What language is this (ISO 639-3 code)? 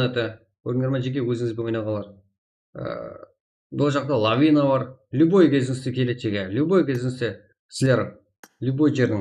kaa